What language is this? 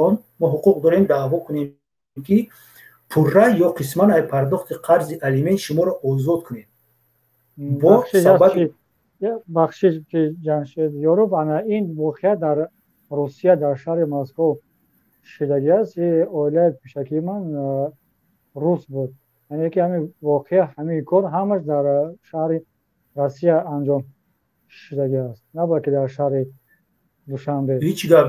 Tajik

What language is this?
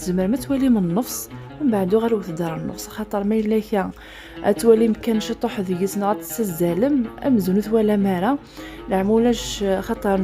Kabyle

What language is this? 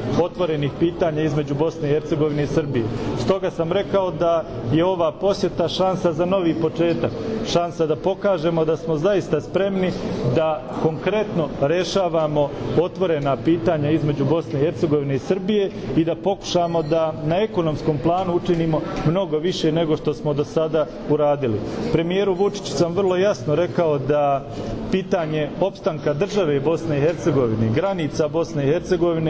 Bosnian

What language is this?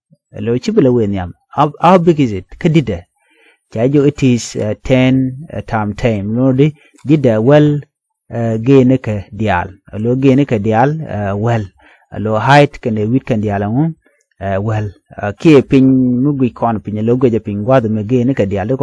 Nuer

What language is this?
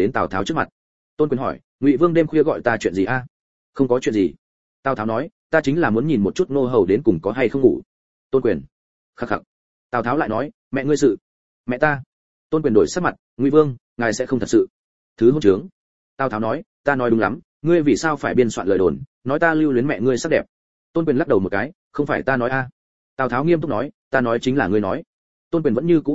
Vietnamese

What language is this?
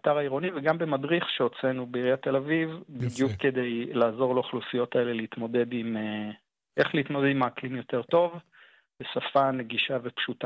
Hebrew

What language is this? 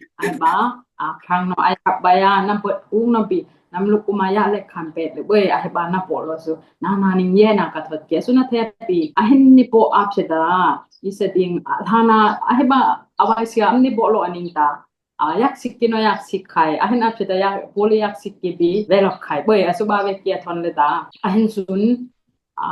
Dimasa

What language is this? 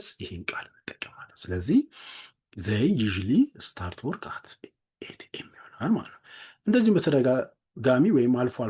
Amharic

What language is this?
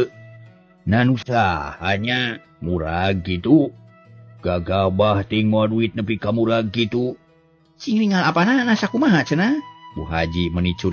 Sundanese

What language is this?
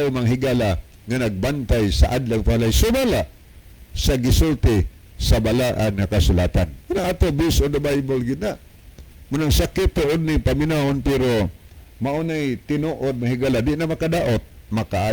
Cebuano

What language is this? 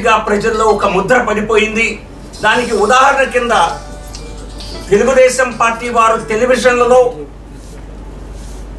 Telugu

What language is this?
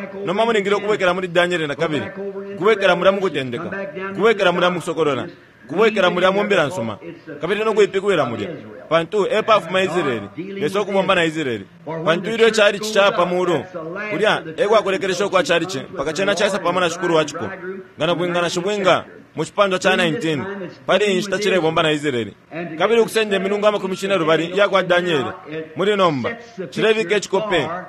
Bemba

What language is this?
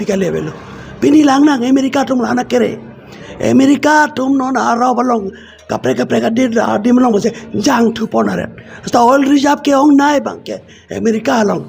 Karbi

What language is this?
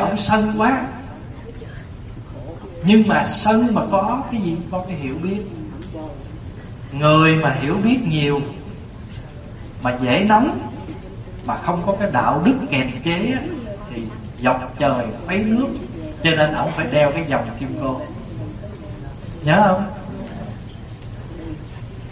Vietnamese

